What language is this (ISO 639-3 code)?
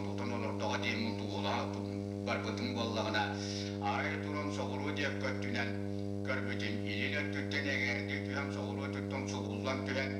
sah